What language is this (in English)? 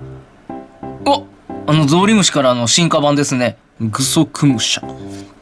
Japanese